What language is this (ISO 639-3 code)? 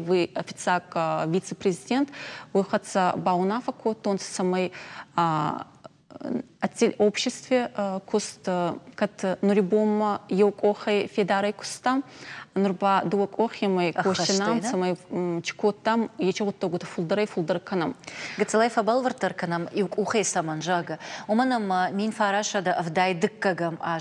oss